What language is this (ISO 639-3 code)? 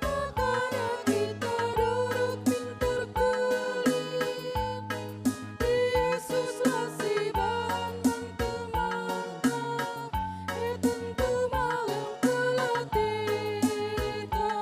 btx